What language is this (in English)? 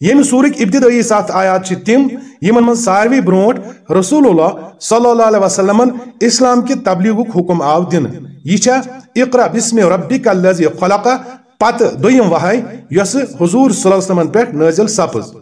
Kashmiri